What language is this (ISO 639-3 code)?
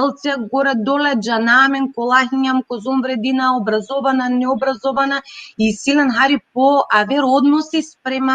rmn